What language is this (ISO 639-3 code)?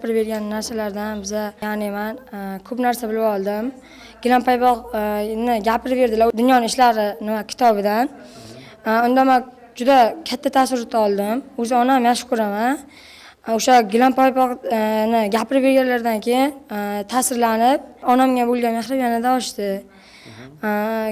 uzb